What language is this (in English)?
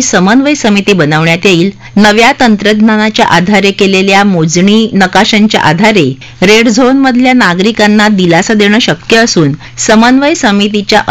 Marathi